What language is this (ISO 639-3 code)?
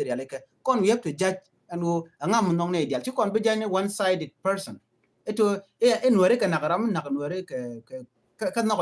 nus